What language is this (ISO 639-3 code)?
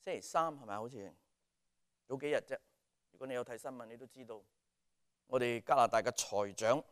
yue